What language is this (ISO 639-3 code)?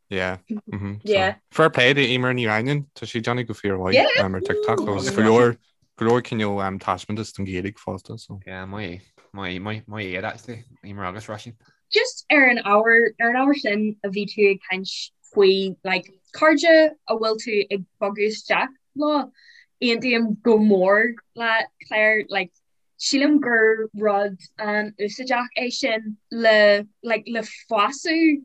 gle